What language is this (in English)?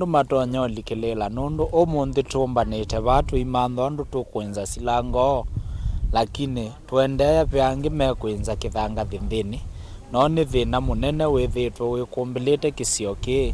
Kamba